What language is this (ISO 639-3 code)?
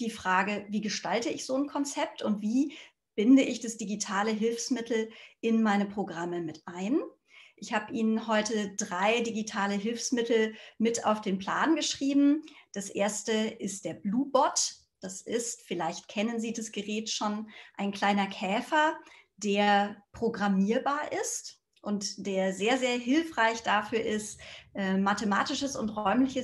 deu